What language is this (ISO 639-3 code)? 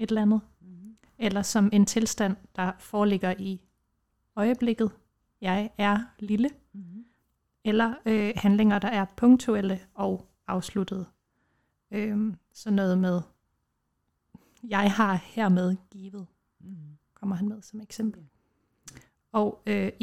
dan